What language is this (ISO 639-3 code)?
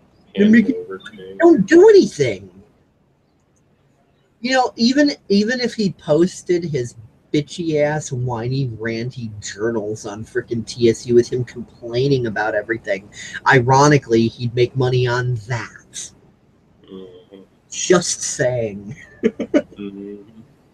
eng